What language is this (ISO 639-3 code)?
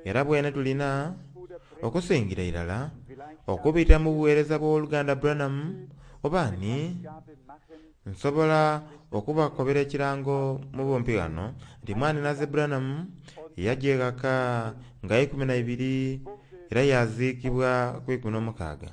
xog